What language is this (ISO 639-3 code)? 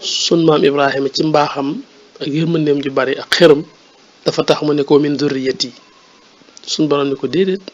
wol